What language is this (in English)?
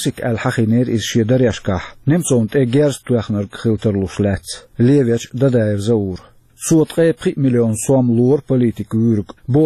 Chechen